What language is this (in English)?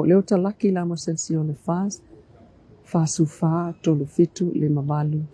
Samoan